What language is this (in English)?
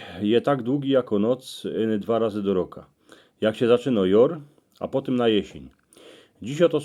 Silesian